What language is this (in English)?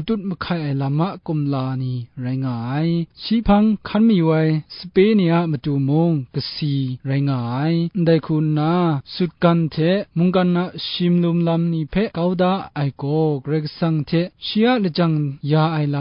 Kachin